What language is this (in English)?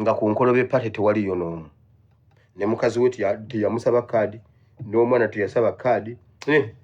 Ganda